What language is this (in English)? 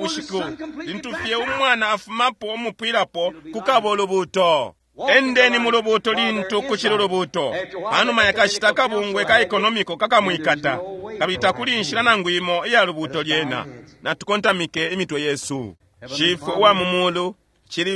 Bemba